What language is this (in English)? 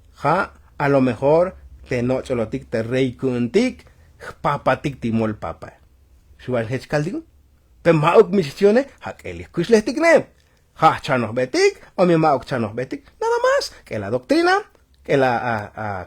Tzotzil